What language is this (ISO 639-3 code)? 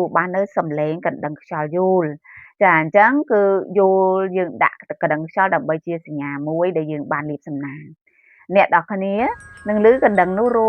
khm